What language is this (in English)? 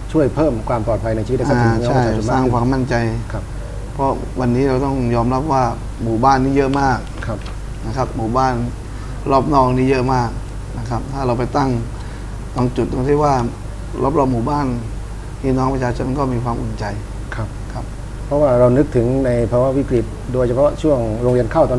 Thai